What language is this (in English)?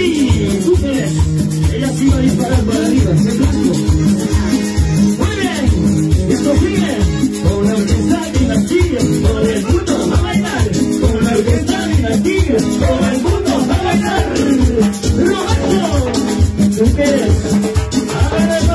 Spanish